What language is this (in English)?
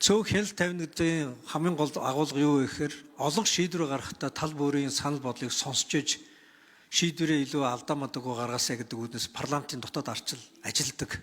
Mongolian